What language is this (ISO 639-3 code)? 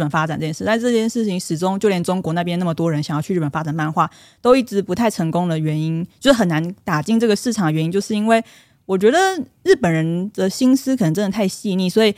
zho